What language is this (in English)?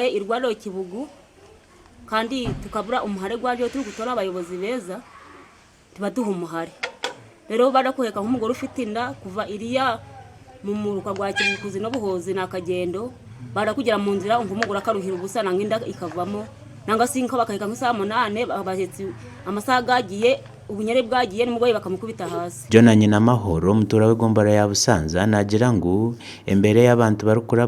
Nyankole